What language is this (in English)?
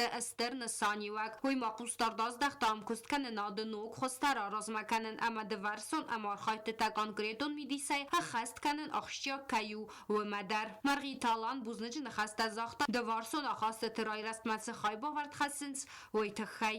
Ossetic